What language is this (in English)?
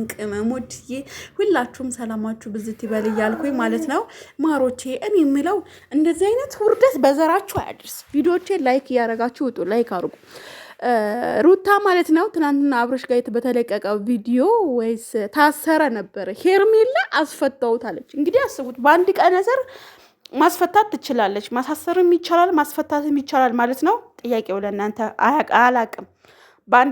Amharic